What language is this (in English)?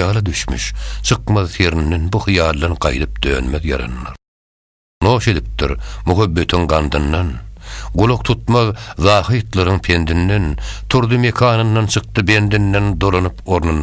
Turkmen